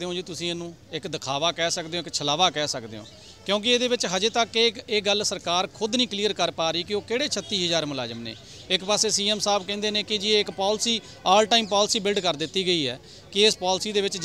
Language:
Punjabi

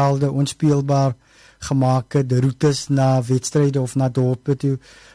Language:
Afrikaans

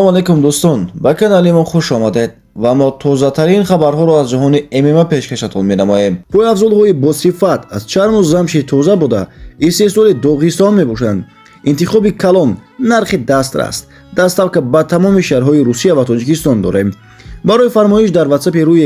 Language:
Tajik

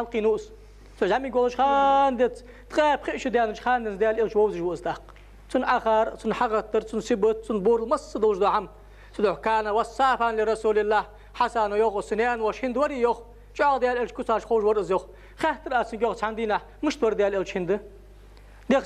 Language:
Ingush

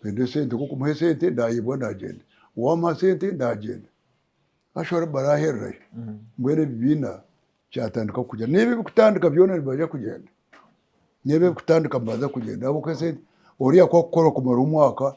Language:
Nyankole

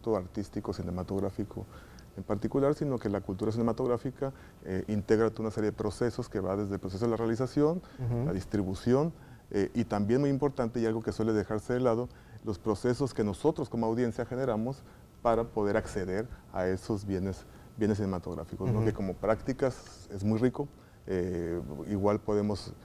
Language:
Spanish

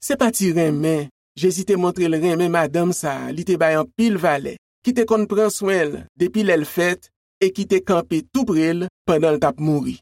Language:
Haitian Creole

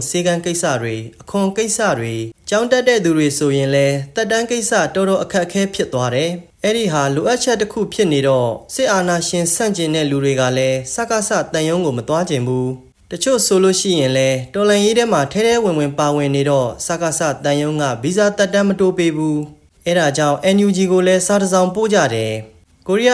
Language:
Burmese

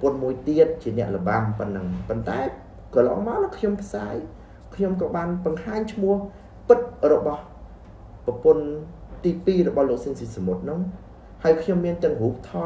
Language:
Khmer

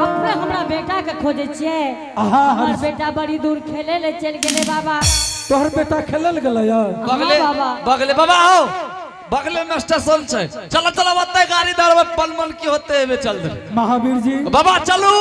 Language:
Angika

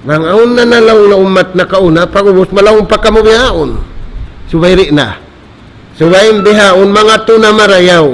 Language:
Tausug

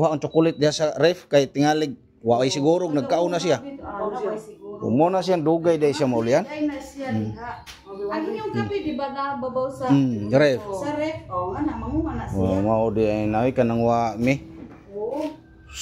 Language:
Cebuano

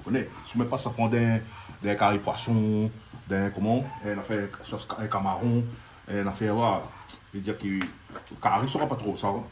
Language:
Réunion Creole French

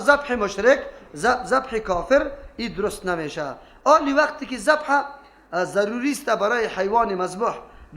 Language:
Persian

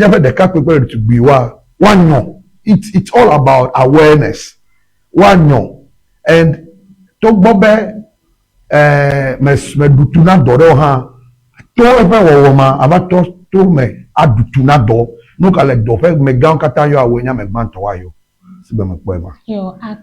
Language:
Ewe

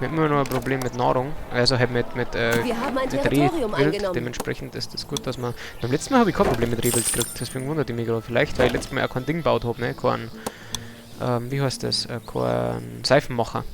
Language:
Bavarian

